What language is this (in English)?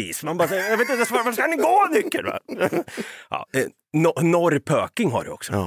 Swedish